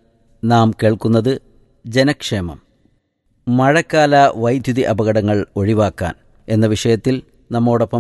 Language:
Malayalam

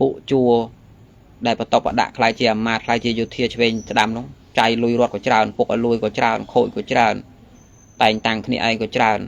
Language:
Khmer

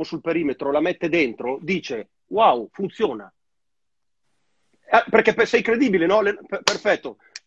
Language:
Italian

